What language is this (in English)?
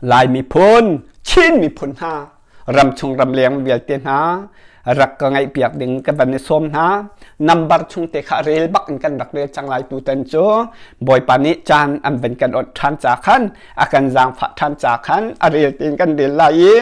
Hakha Chin